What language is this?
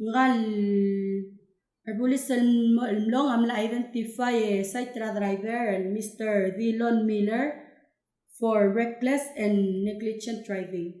Palauan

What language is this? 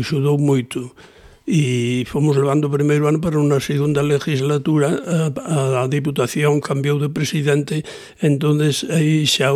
Galician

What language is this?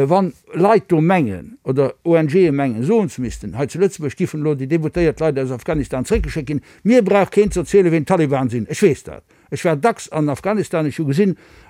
Luxembourgish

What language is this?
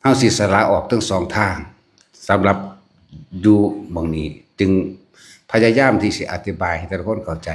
Northeastern Thai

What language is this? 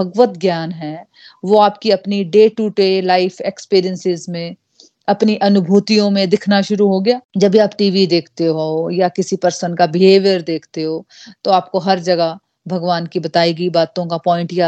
Hindi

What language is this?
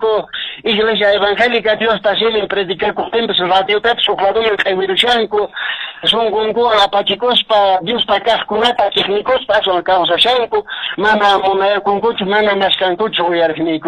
Quechua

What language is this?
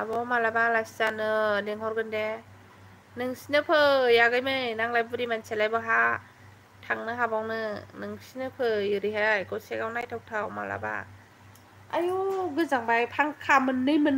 Bodo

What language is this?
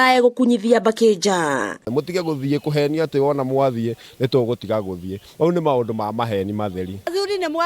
Kikuyu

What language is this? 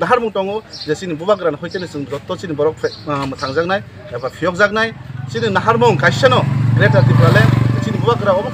Kok Borok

